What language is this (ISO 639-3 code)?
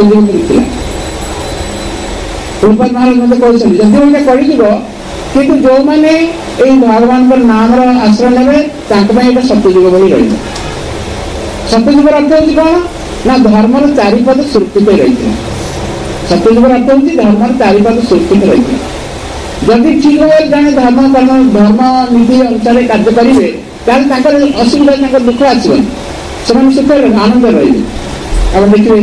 ori